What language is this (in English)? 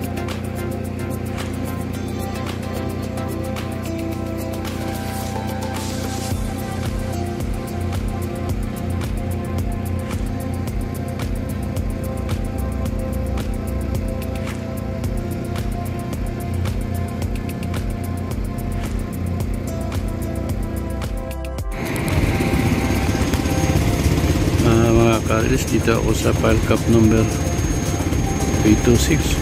Filipino